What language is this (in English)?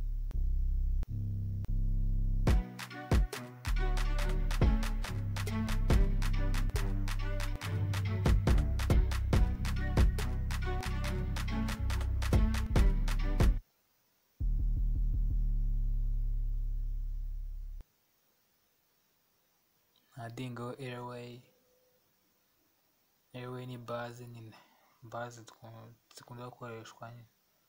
Kinyarwanda